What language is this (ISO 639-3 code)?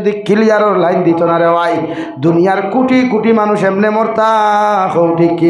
syl